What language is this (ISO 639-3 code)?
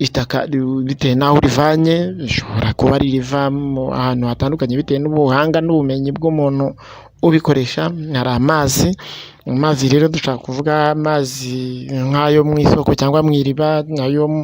kin